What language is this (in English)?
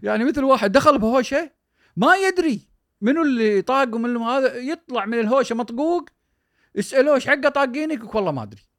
Gulf Arabic